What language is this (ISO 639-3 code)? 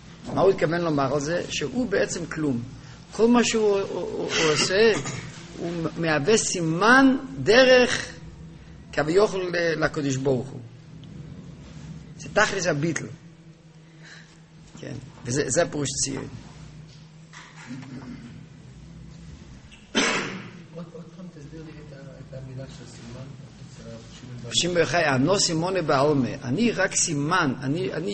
heb